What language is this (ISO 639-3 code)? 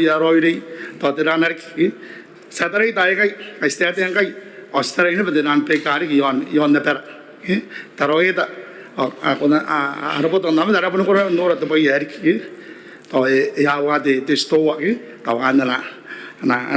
gil